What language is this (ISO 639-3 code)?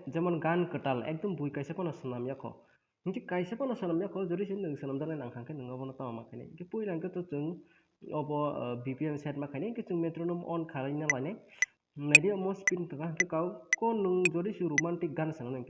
trp